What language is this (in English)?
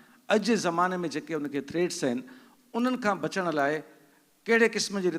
Sindhi